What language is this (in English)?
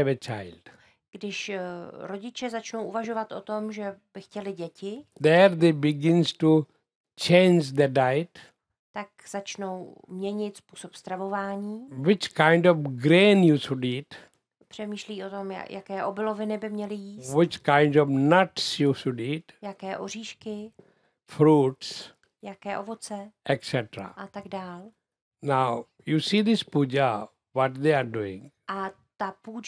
Czech